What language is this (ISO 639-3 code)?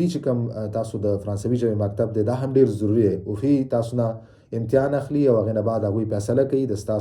pus